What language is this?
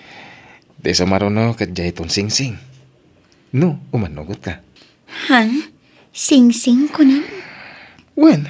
Iloko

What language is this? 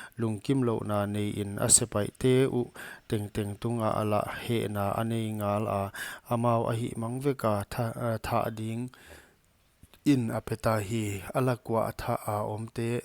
Paite Chin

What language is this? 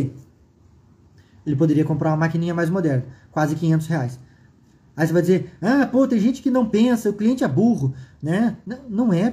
Portuguese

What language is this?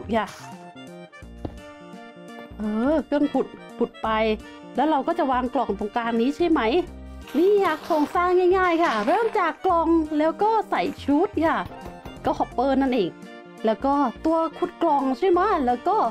Thai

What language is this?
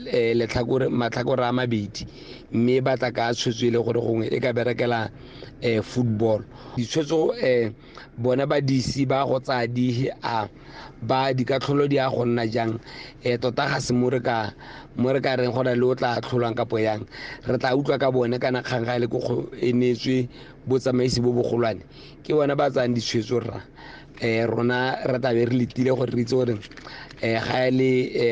Tswana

